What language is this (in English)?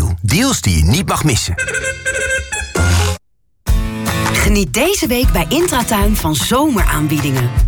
Dutch